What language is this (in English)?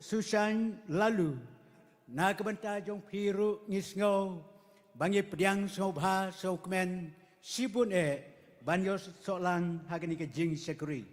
Khasi